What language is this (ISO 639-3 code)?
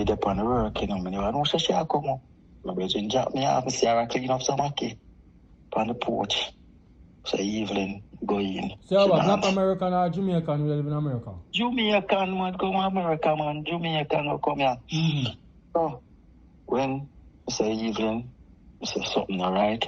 jam